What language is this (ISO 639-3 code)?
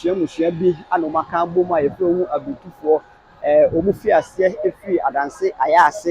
aka